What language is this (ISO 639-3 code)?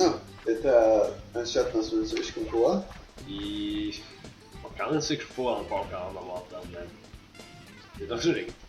fao